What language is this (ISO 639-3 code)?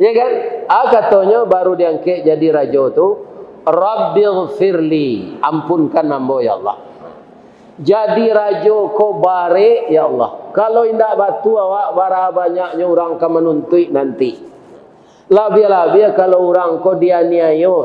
min